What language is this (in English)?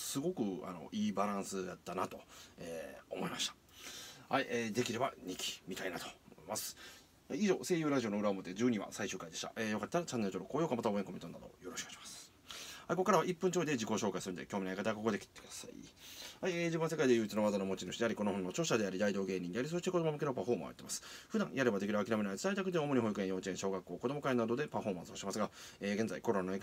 Japanese